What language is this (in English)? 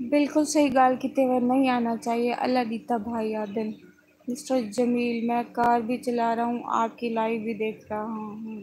Saraiki